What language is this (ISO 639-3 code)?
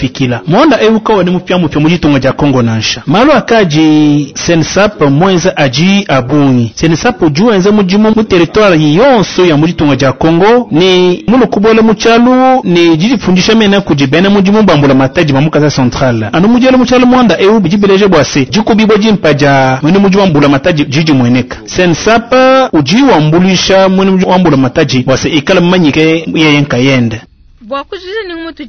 lua